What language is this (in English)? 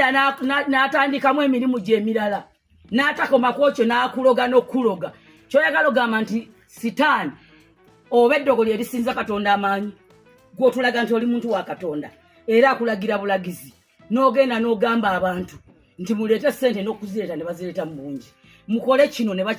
Ganda